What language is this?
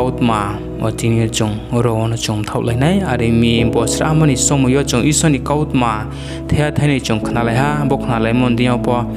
Riang (India)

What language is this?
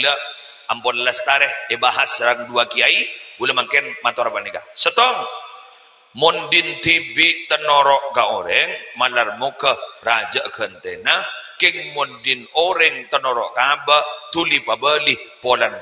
Madurese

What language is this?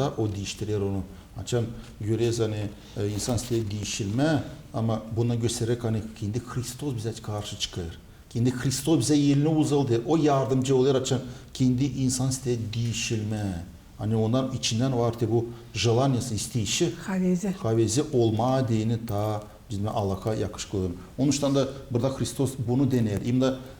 Gagauz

